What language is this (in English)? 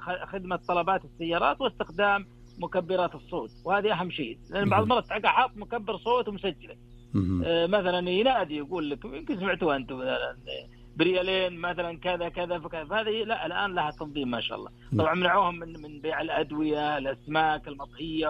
Najdi Arabic